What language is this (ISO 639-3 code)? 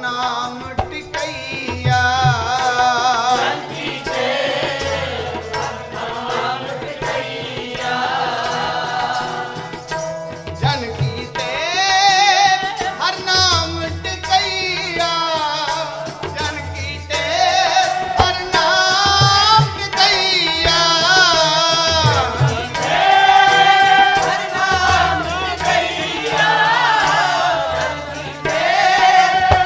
hin